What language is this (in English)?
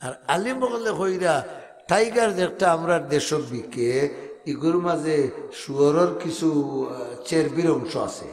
Sylheti